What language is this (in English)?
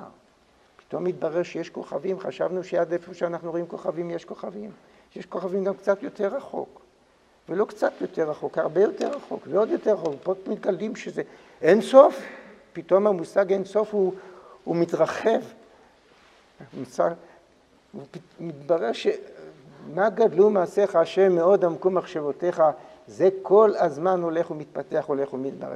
Hebrew